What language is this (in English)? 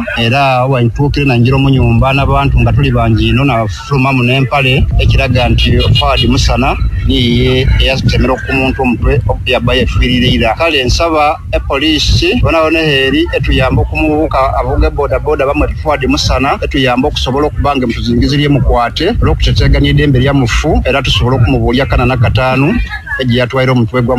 Ganda